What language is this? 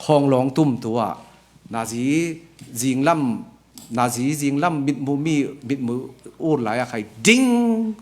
Falam Chin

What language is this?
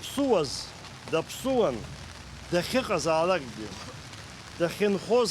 Abkhazian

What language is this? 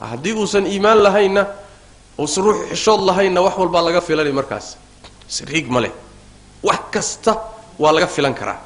Somali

